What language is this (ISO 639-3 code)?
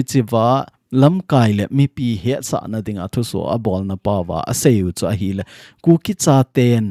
tcz